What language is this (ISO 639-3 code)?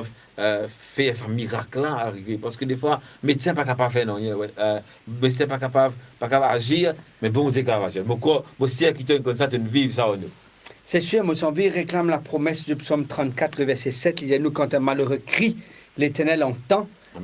mfe